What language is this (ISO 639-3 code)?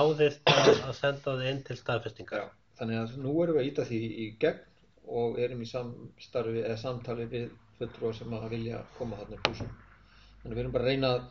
isl